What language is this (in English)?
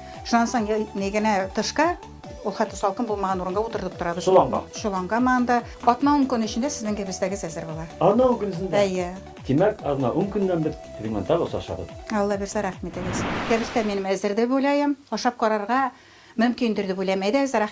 Bashkir